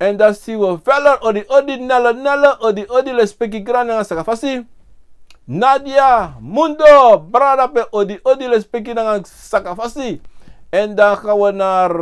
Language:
Sranan Tongo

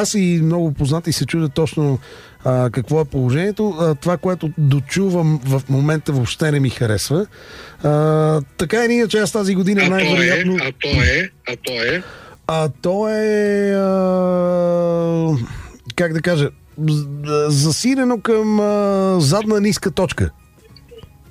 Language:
Bulgarian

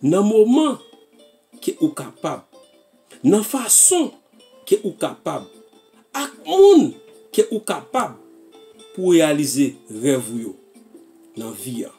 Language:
Haitian Creole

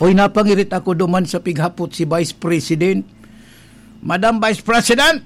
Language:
Bikol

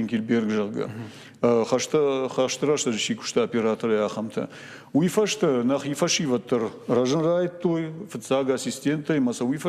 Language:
Ossetic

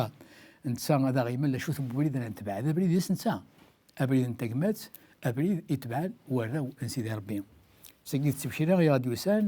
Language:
Kabyle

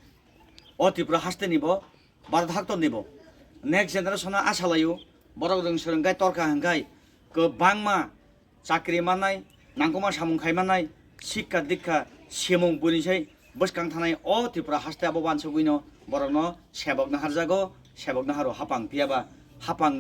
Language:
Kok Borok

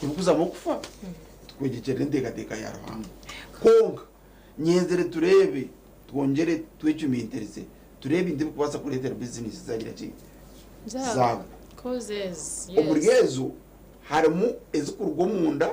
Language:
Nyankole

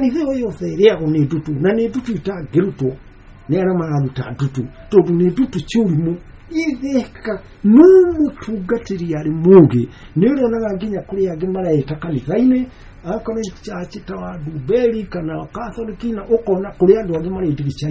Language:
Kikuyu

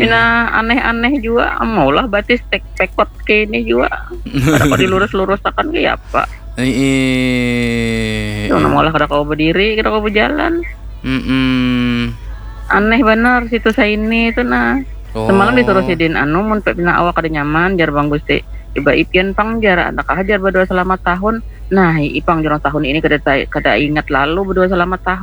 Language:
Banjar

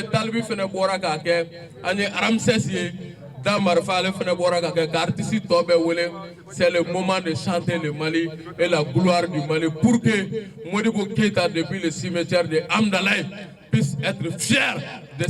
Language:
Bambara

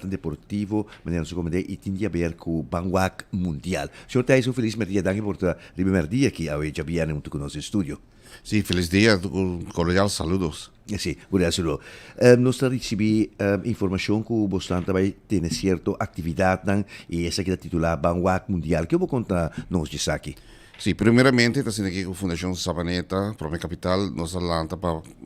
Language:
Papiamento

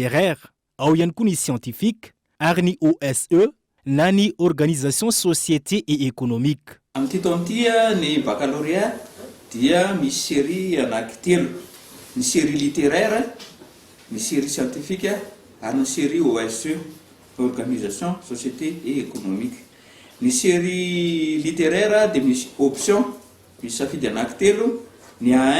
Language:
Malagasy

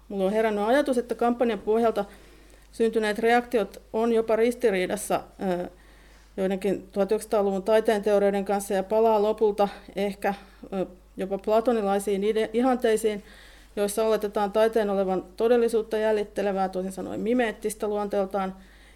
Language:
Finnish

